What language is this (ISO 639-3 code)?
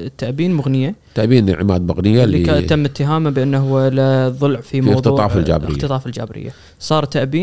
afb